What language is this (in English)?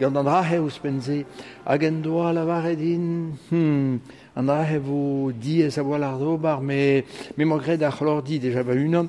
Breton